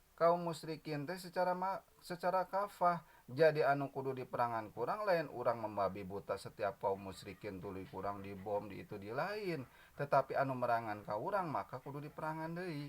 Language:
Sundanese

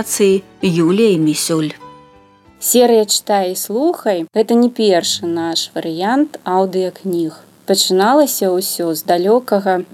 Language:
Belarusian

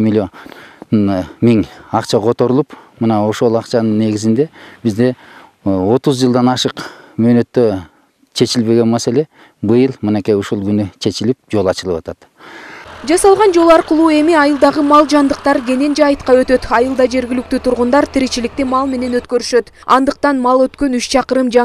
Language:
Kyrgyz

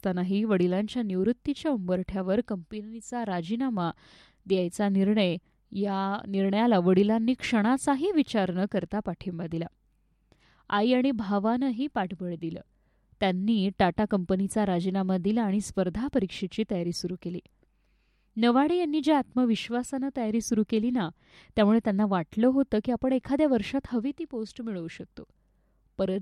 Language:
Marathi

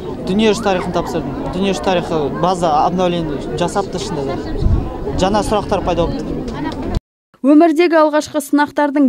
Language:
Kazakh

